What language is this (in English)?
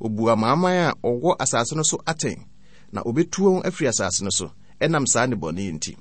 Akan